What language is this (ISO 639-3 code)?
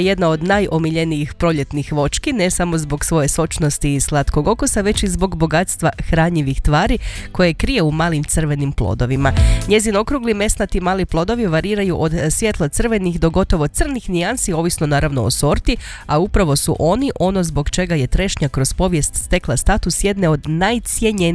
hrv